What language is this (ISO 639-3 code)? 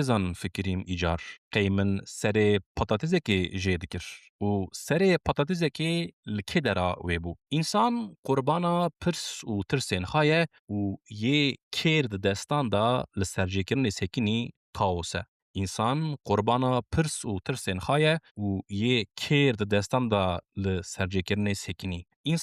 kur